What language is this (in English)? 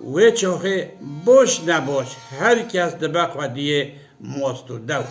Kurdish